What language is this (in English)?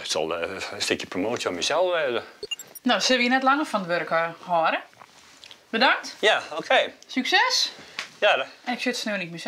Western Frisian